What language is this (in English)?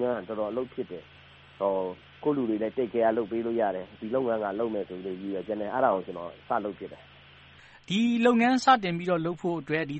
Burmese